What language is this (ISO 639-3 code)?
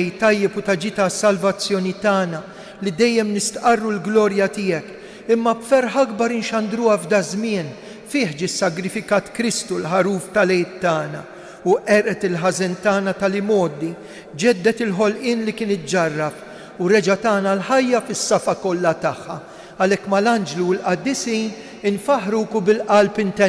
mlt